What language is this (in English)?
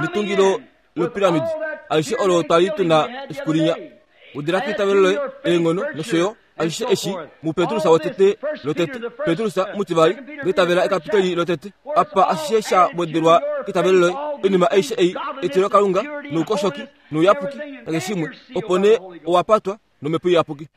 Kuanyama